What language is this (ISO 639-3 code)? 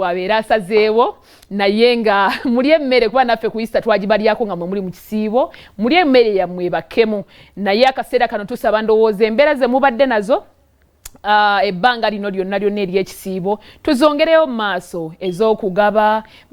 lug